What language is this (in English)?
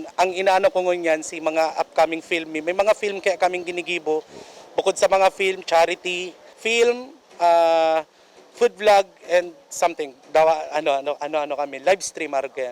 Bikol